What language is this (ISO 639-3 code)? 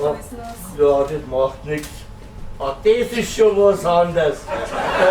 bar